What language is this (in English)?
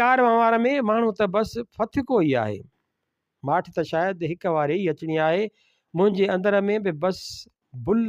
Sindhi